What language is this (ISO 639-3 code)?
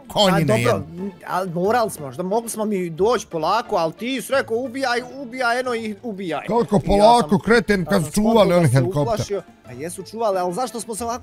bos